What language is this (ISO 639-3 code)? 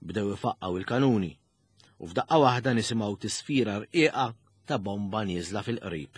mlt